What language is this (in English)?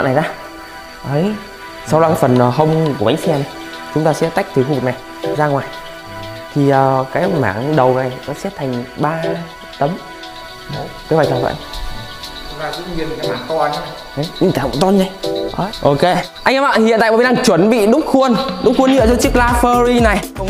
Vietnamese